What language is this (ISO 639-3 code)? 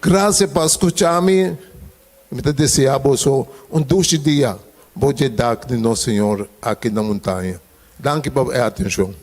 pap